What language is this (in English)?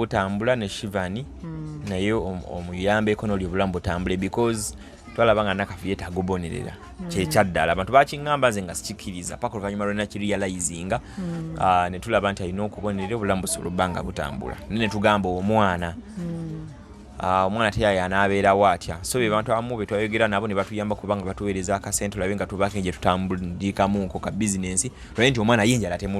Ganda